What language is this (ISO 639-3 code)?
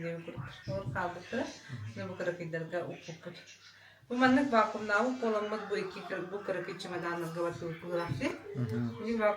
sah